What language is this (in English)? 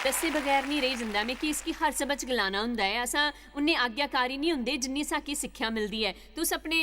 Dogri